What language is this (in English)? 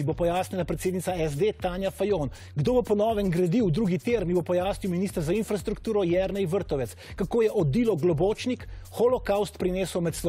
Slovenian